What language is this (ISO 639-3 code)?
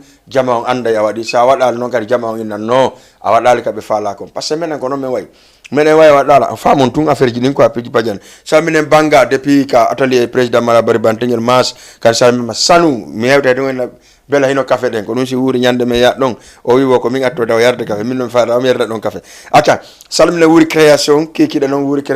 ful